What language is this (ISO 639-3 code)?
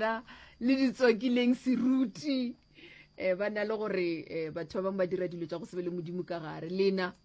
nso